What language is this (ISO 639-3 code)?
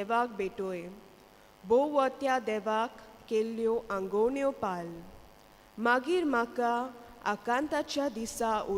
kok